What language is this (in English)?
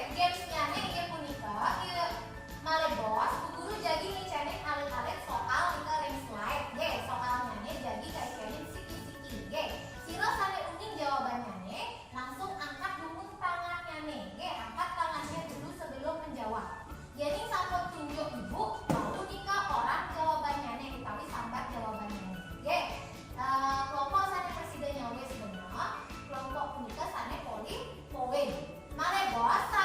Balinese